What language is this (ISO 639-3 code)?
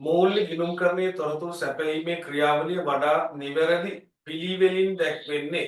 sin